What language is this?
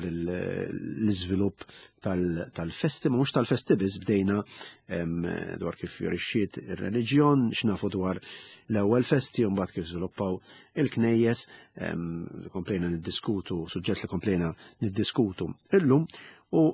Maltese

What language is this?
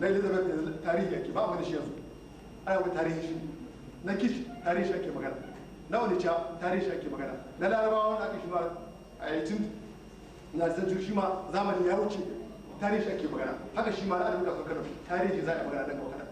Hausa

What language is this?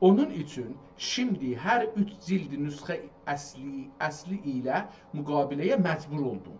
South Azerbaijani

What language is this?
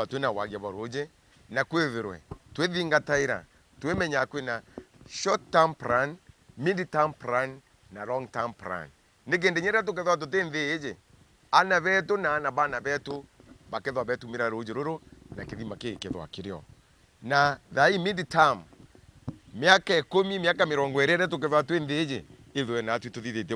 Meru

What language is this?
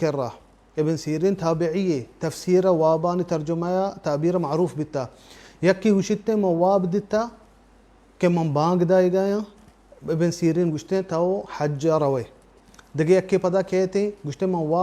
Baluchi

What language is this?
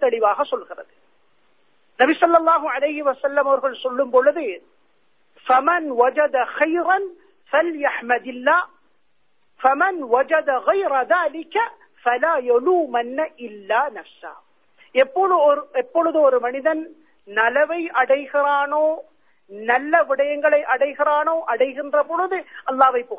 Tamil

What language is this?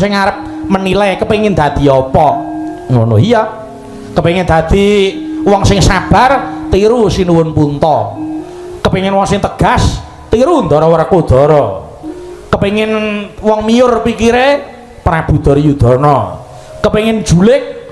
Javanese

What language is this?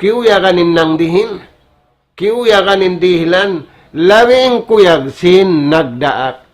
Tausug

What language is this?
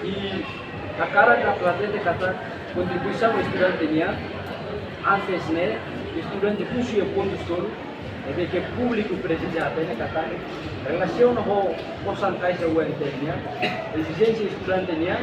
Tetum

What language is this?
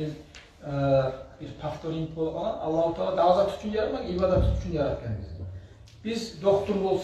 Kumyk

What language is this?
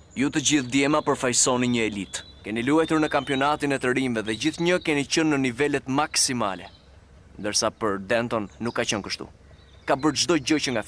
Albanian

